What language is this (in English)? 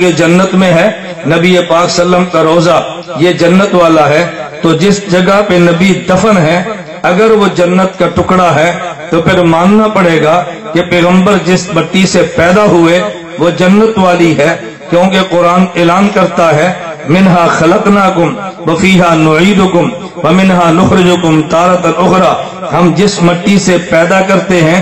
Urdu